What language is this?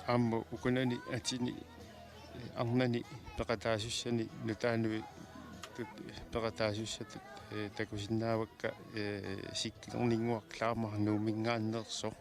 Kalaallisut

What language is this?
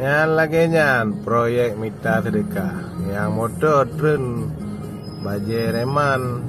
Achinese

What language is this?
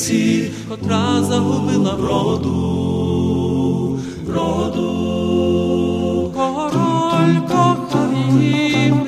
Ukrainian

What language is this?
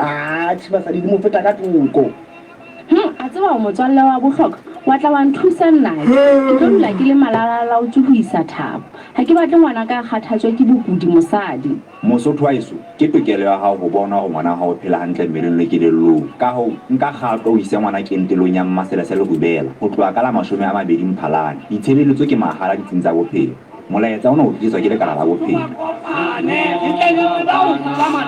Southern Sotho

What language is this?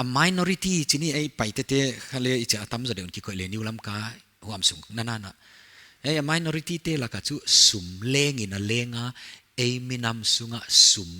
Paite Chin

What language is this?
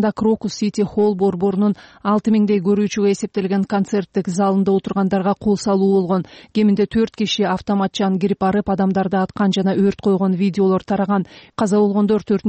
Kyrgyz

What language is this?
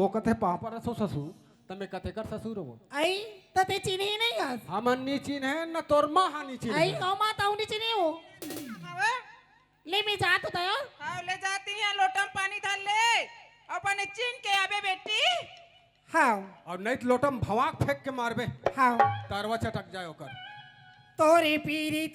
Chhattisgarhi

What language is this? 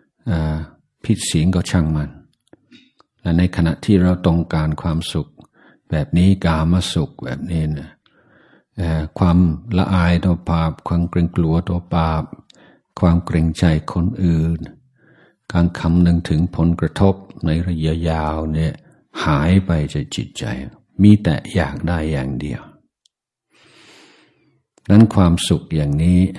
Thai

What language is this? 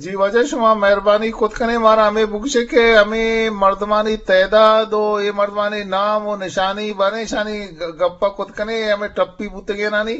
Eastern Balochi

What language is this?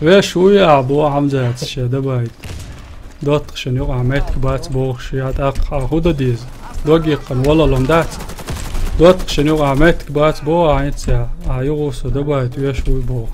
Chechen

